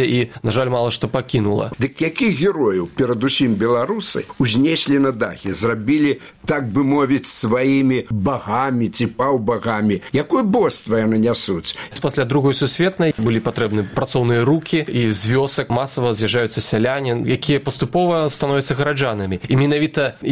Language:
Belarusian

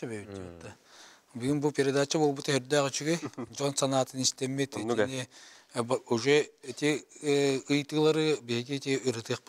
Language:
Yakut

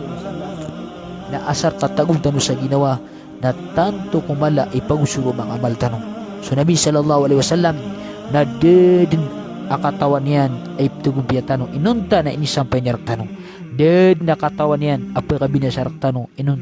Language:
Maranao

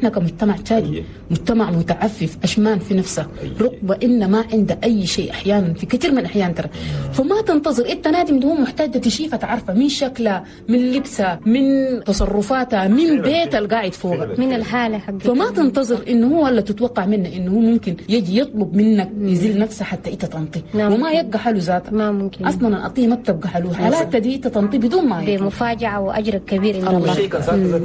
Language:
Chadian Arabic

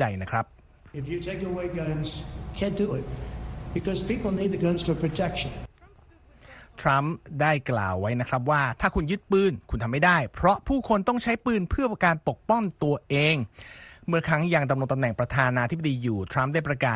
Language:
Thai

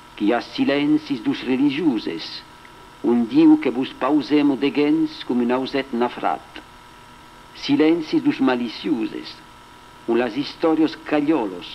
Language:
Occitan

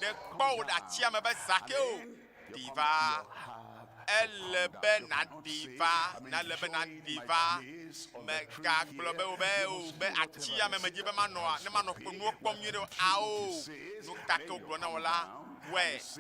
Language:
Ewe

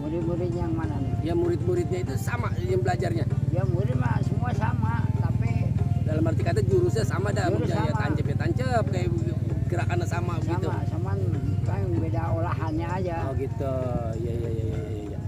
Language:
Betawi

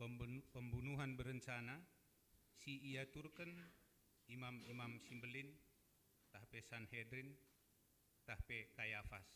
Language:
Batak Karo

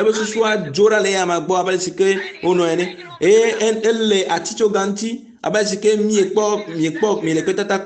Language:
Ewe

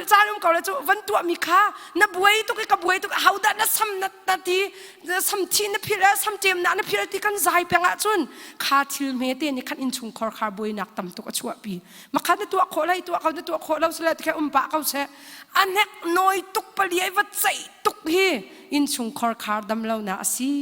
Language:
Hakha Chin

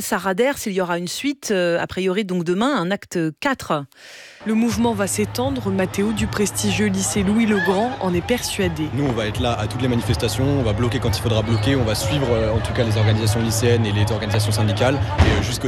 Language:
French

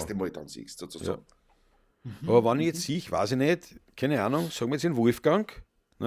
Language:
Bavarian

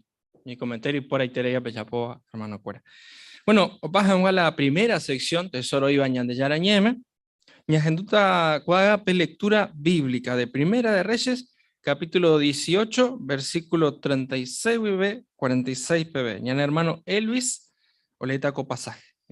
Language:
Guarani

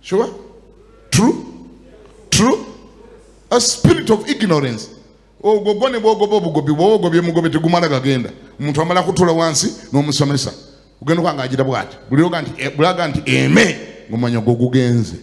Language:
Ganda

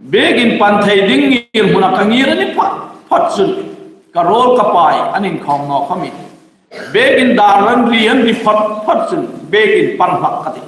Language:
Hmar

